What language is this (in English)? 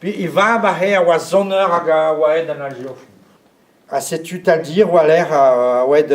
Breton